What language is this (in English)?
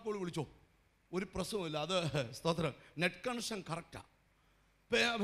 Malayalam